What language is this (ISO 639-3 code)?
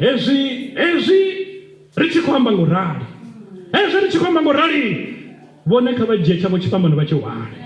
ven